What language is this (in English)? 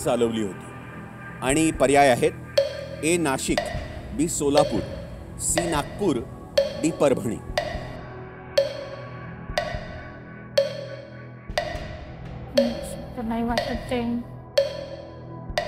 Marathi